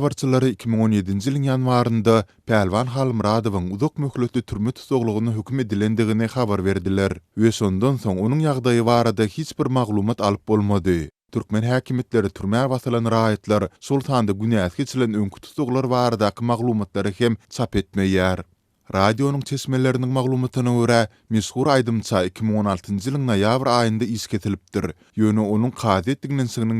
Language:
Turkmen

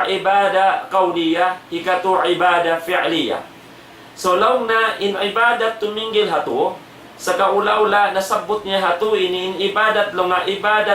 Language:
Tausug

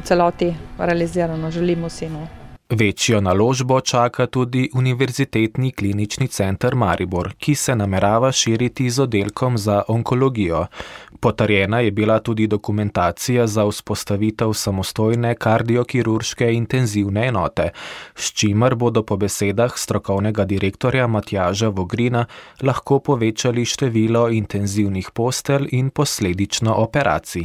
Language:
Slovenian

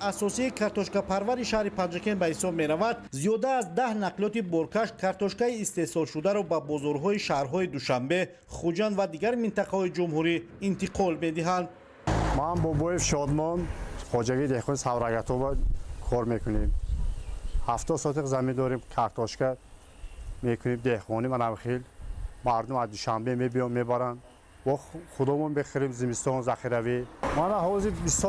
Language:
Tajik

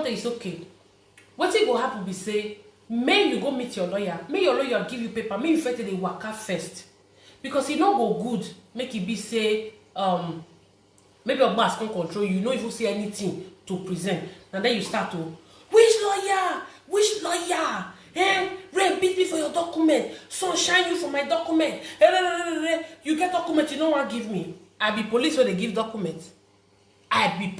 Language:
Nigerian Pidgin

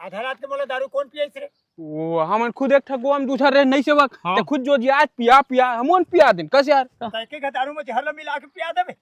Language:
Chhattisgarhi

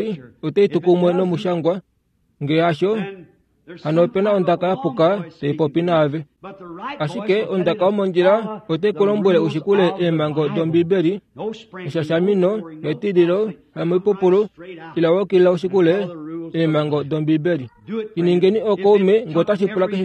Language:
Kuanyama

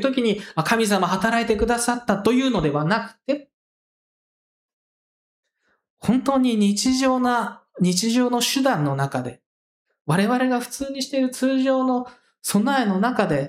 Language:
Japanese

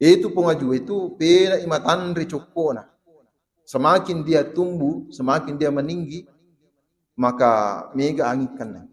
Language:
Buginese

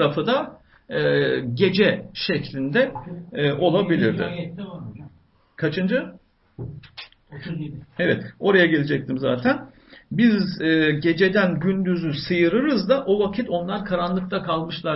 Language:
Turkish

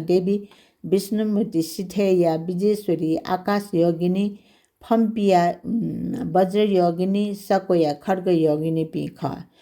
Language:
Newari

